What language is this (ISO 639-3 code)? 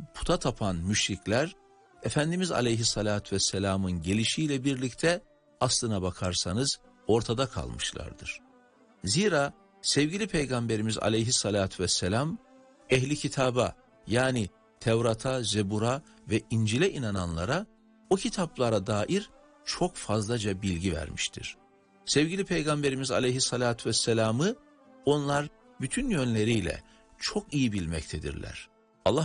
tur